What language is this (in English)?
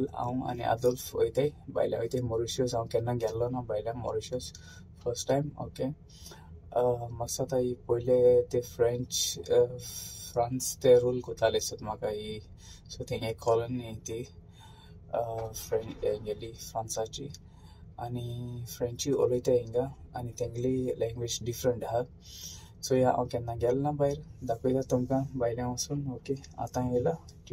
Konkani